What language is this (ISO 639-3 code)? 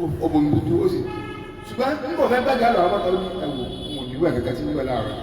yor